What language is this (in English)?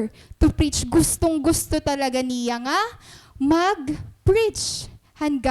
Waray